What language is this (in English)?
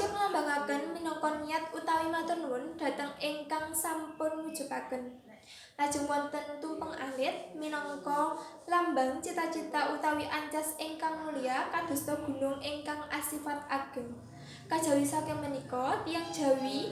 Javanese